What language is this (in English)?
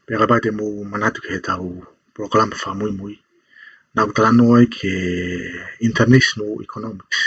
Tongan